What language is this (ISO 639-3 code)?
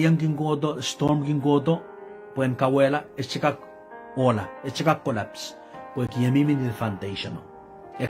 pon